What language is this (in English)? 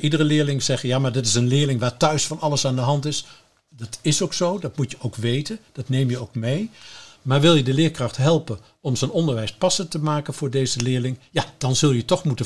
Dutch